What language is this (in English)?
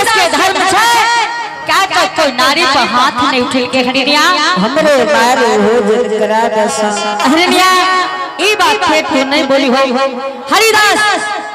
Angika